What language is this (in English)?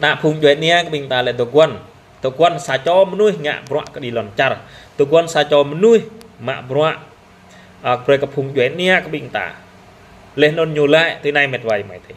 Jarai